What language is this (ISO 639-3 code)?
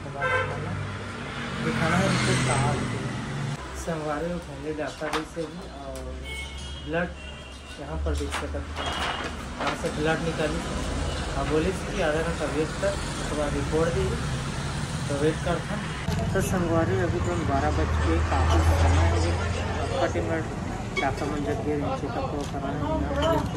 hne